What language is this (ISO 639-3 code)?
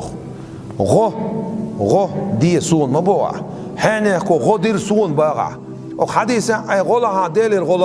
che